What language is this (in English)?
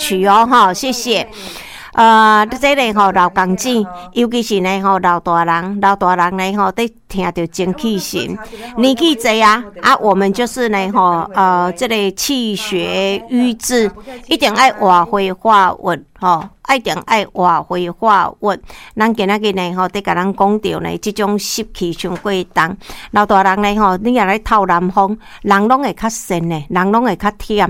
Min Nan Chinese